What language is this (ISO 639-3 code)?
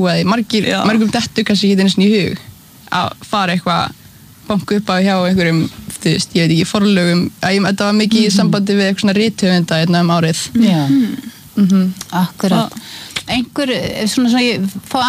isl